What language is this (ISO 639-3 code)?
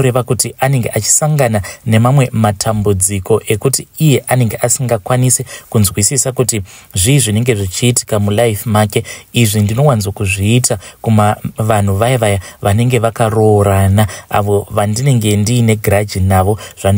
sna